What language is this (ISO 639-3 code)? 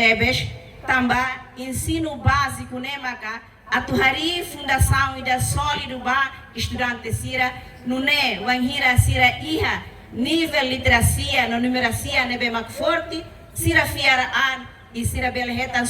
tet